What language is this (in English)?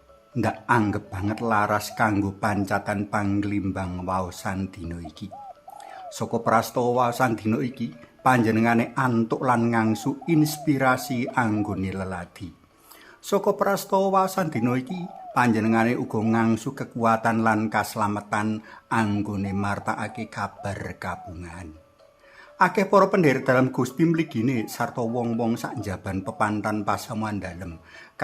Javanese